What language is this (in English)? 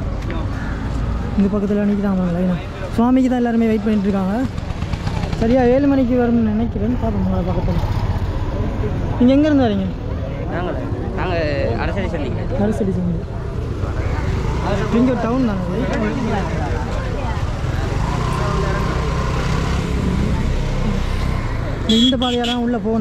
Tamil